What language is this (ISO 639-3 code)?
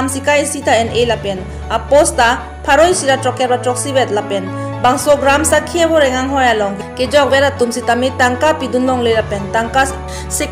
mjw